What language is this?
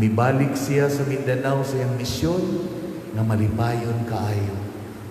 Cebuano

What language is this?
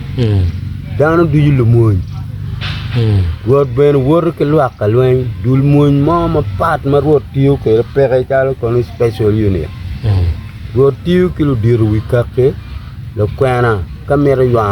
Acoli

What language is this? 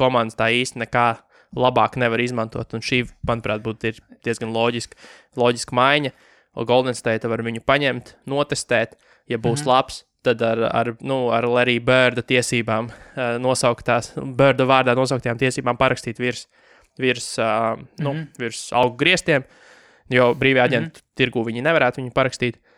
Latvian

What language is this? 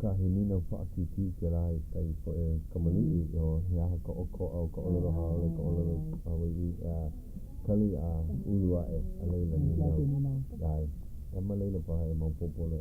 Hawaiian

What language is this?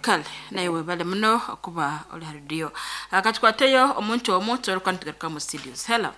Nyoro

